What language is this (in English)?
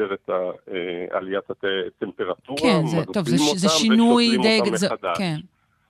Hebrew